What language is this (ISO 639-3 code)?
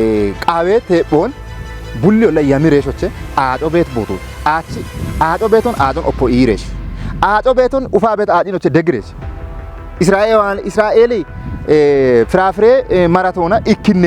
kbr